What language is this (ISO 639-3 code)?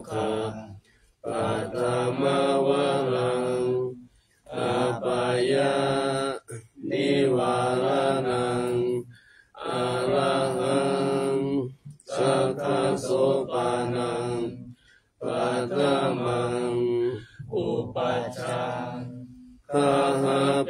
pli